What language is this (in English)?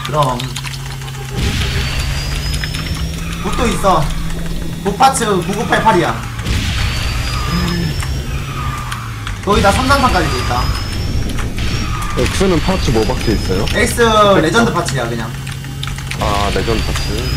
Korean